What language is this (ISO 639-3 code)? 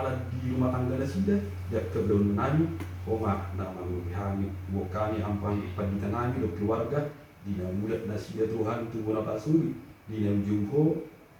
bbc